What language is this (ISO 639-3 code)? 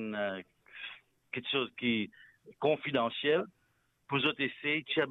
mfe